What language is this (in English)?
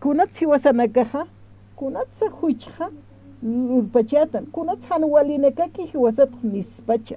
Aymara